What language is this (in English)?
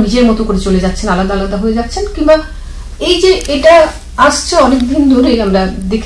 Bangla